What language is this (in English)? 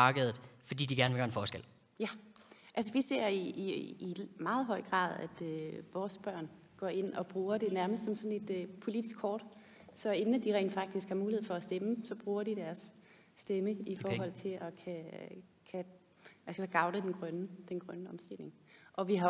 Danish